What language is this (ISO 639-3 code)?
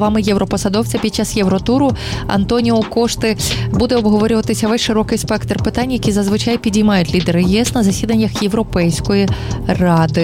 ukr